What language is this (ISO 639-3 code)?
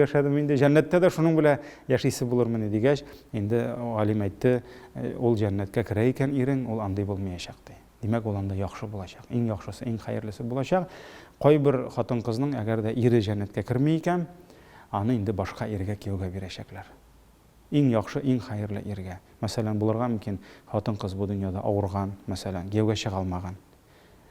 tat